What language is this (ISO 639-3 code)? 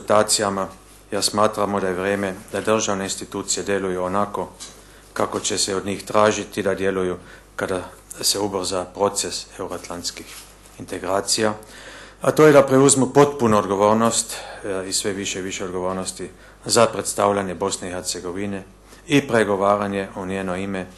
bos